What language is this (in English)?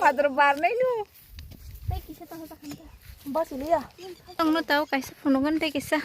Kok Borok